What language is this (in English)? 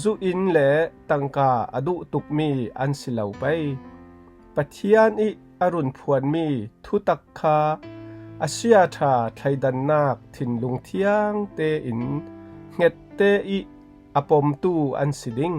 Falam Chin